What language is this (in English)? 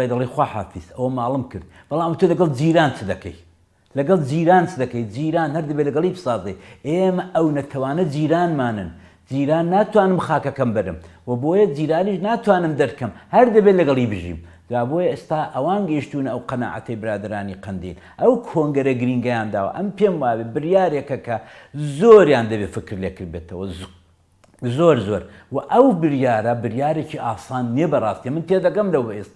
Central Kurdish